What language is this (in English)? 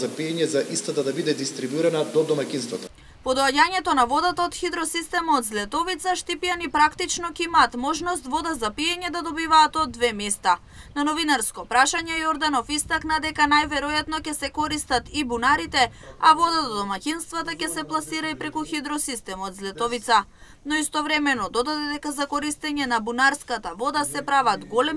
Macedonian